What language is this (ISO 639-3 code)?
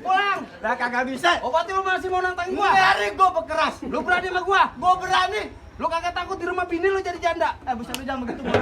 bew